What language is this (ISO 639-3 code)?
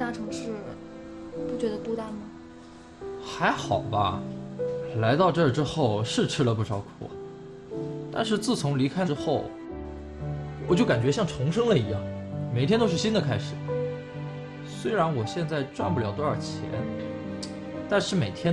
zho